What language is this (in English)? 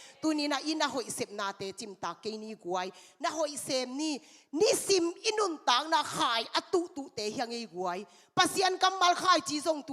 Tedim Chin